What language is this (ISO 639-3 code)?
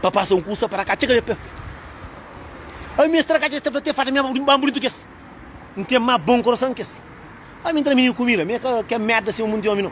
kea